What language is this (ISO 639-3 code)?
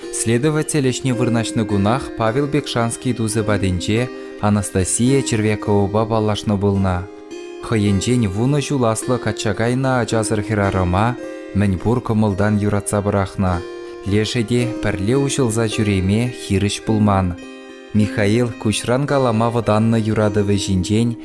chv